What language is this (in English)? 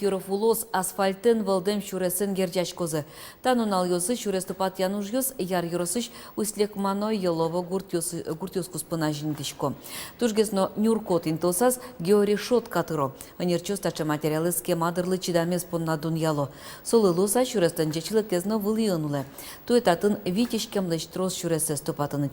Udmurt